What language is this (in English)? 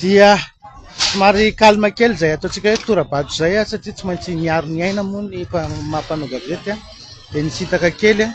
Malagasy